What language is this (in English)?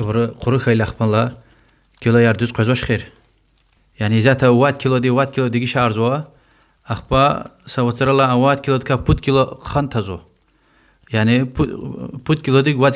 Lezghian